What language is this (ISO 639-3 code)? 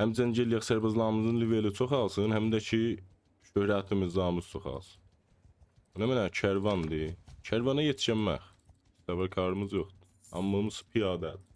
azb